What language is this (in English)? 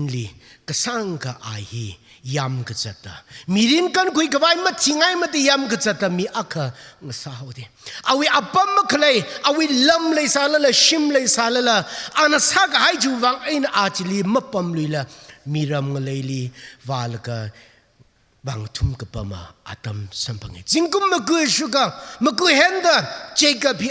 Tangkhul Naga (India)